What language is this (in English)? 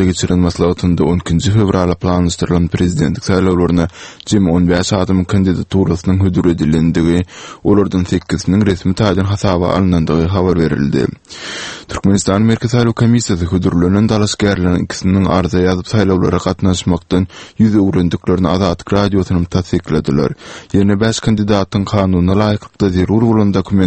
Turkmen